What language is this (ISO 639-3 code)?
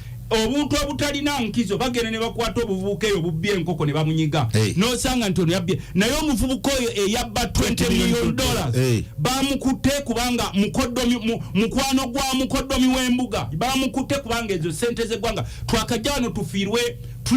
lug